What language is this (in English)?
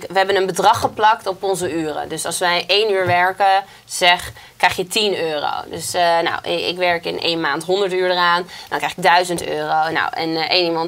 Dutch